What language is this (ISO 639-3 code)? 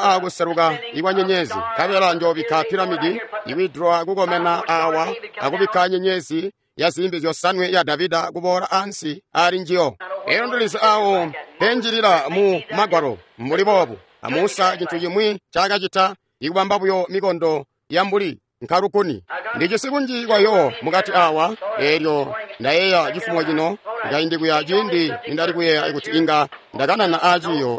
toi